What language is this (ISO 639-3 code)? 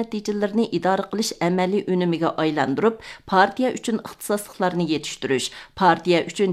uig